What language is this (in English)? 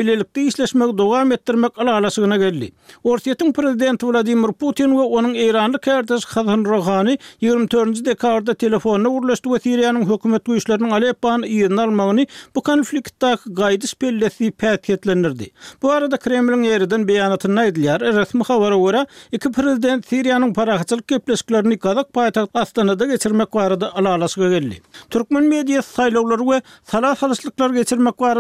Turkmen